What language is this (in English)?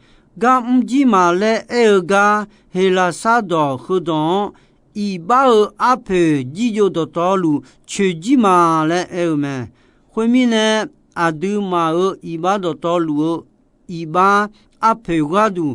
Akha